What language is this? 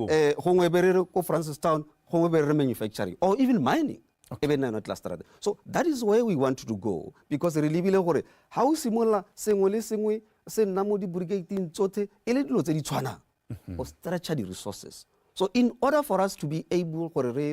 Tswana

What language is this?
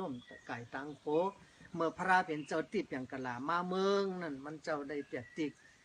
Shan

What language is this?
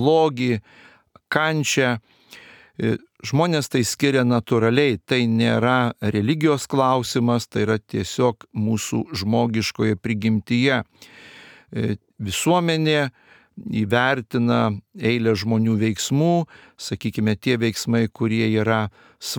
Lithuanian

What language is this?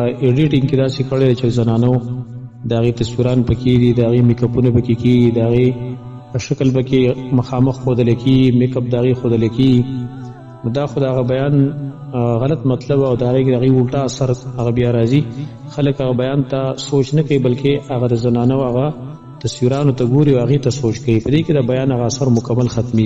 Pashto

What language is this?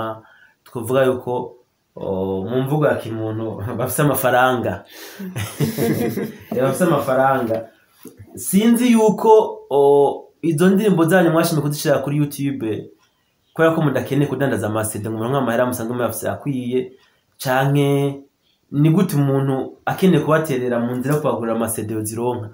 Rundi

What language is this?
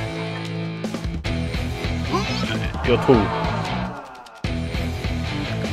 Chinese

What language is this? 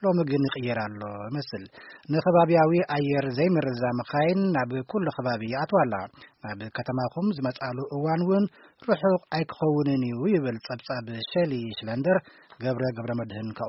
Tigrinya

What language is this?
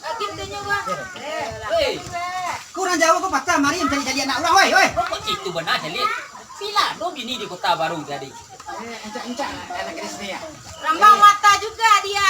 Minangkabau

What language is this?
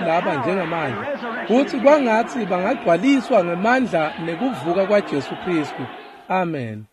Swati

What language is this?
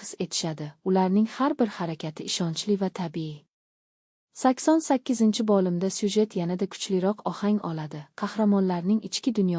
Uzbek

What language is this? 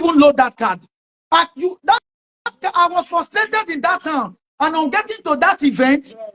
Nigerian Pidgin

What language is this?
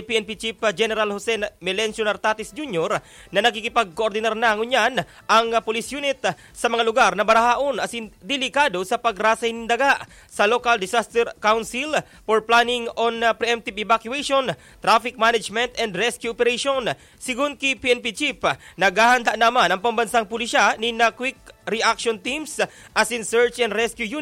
Bikol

